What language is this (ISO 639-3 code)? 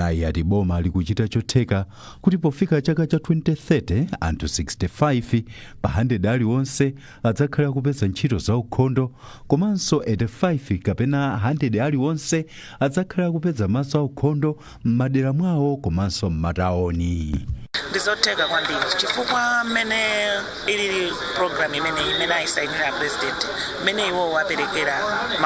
nya